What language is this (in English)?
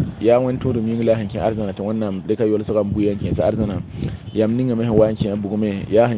Mossi